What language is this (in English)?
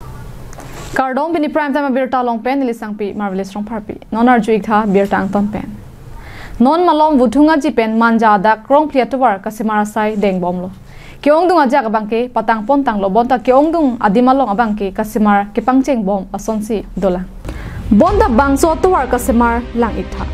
Karbi